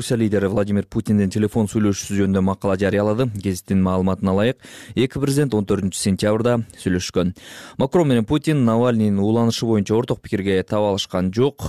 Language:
Kyrgyz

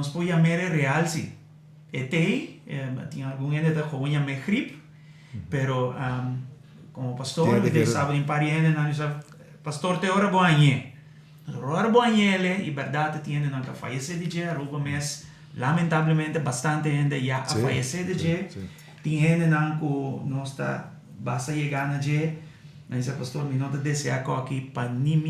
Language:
Papiamento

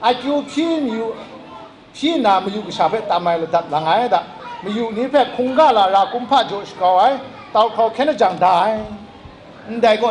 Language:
Kachin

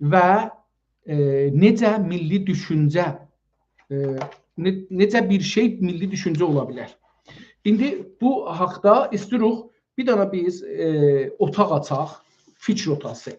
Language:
South Azerbaijani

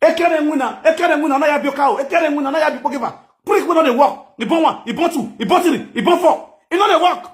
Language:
Nigerian Pidgin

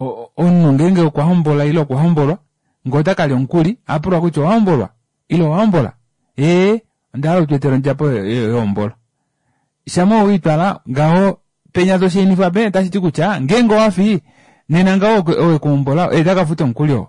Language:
Kuanyama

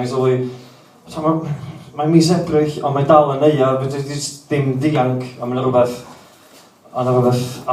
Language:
Welsh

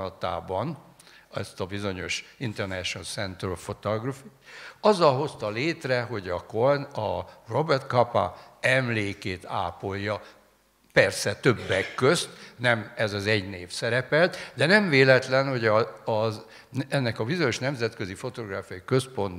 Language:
Hungarian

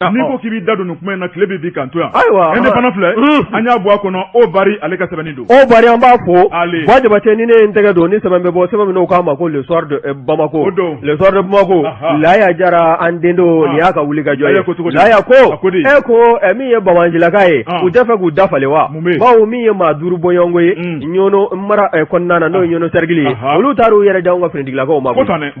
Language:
Bambara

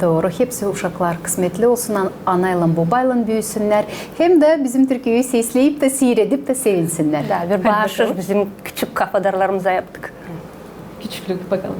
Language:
Gagauz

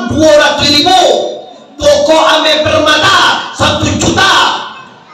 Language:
Minangkabau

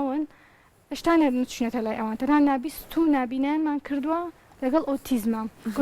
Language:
Central Kurdish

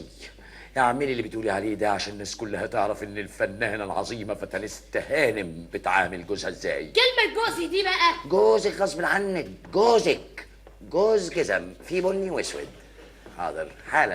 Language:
Egyptian Arabic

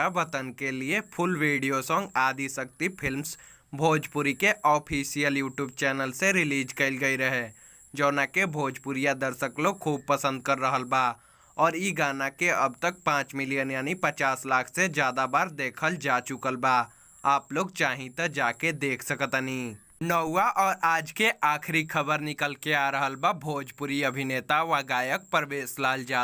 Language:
Bhojpuri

